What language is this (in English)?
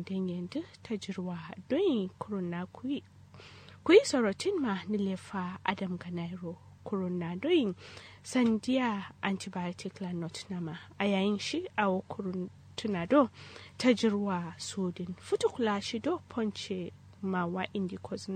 Kanuri